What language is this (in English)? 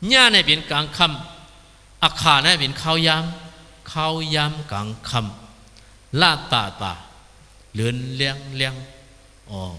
Shan